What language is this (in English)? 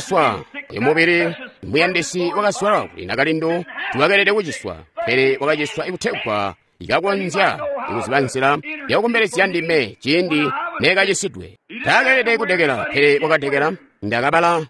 Tonga (Zambia)